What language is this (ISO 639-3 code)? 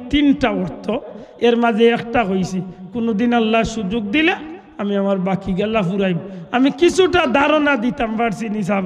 syl